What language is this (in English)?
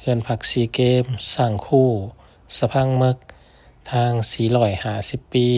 Lao